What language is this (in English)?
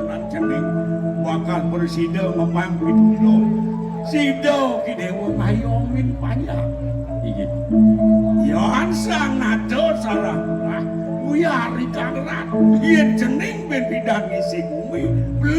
Balinese